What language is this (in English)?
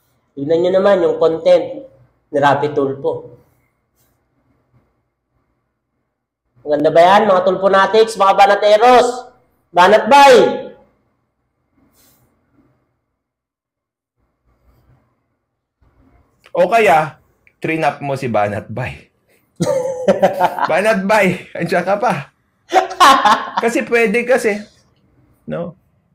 Filipino